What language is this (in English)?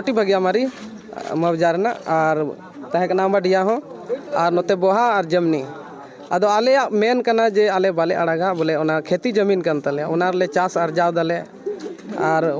Santali